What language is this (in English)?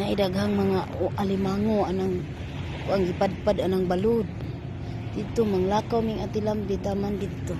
Cebuano